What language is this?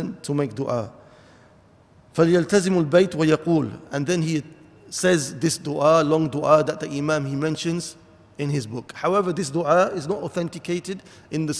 English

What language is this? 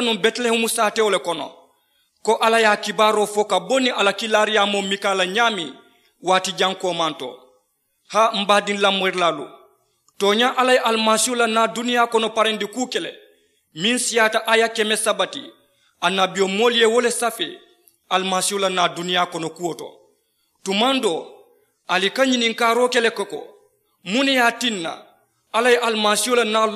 Mandingo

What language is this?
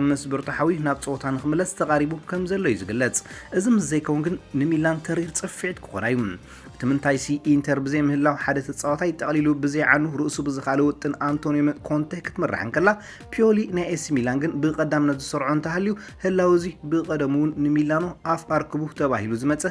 Tigrinya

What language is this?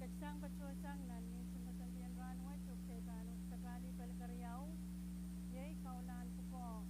Pohnpeian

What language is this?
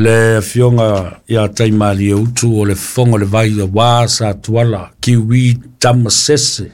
Samoan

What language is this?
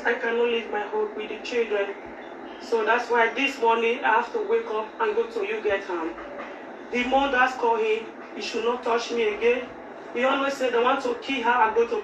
Nigerian Pidgin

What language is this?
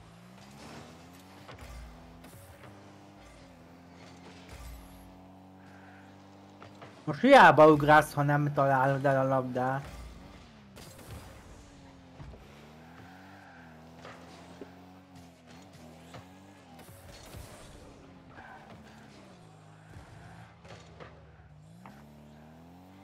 Hungarian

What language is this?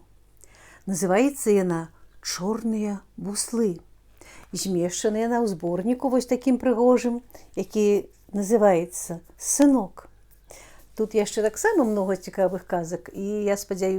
Belarusian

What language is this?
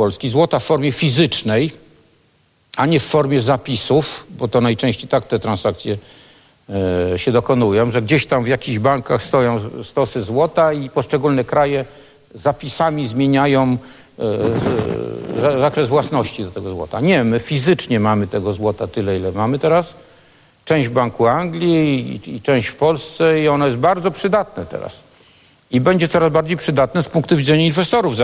Polish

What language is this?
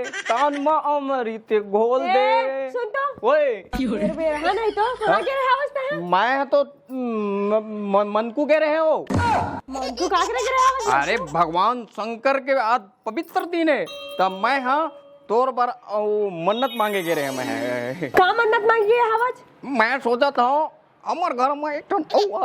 Chhattisgarhi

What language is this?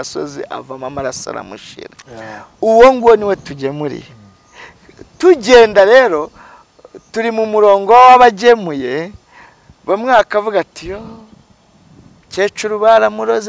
Kinyarwanda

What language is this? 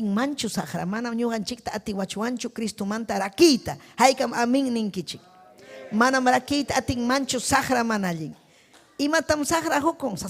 Ayacucho Quechua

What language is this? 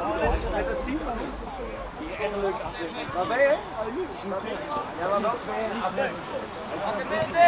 Dutch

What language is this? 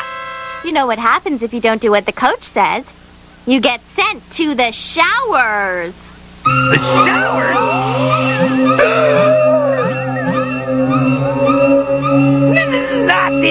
English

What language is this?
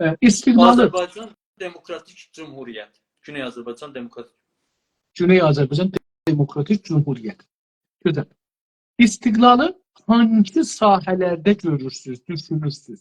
South Azerbaijani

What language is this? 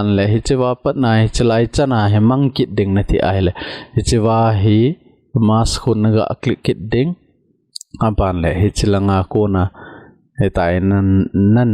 Thado Chin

